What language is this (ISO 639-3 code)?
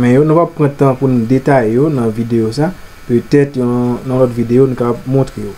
hat